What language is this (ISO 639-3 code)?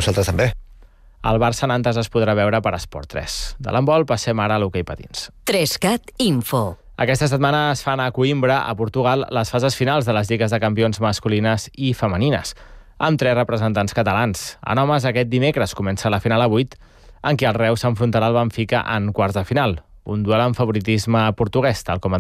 cat